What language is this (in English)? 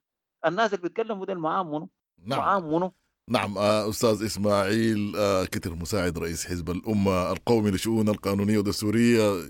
Sudanese Arabic